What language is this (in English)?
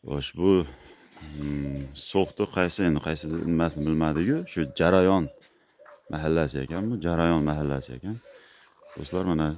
Uzbek